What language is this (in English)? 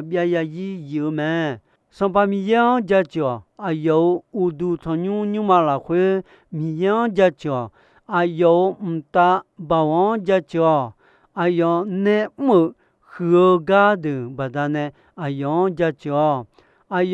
Akha